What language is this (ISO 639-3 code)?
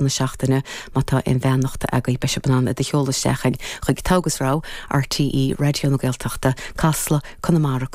gle